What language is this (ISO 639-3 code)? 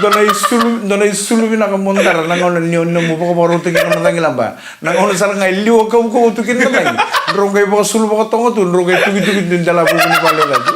fij